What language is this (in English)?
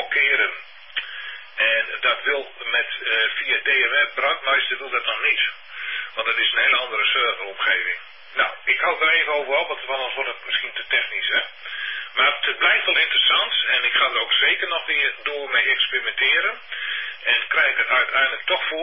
Dutch